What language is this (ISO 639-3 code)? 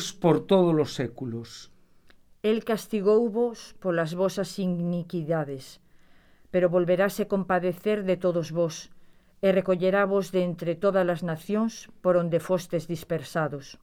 glg